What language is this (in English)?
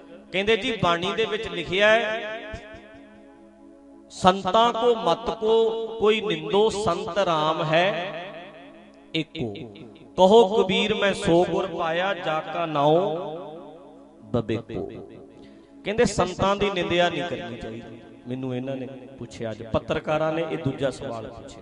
Punjabi